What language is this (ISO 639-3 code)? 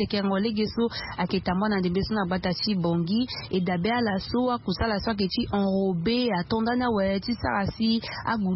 sag